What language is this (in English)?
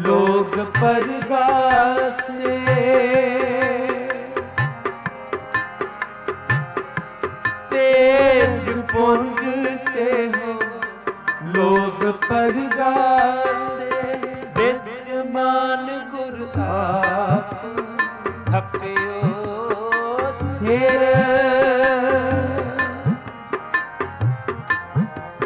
Punjabi